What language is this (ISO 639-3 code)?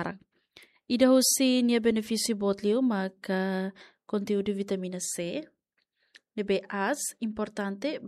tet